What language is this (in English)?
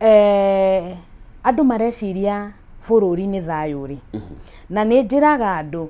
Kikuyu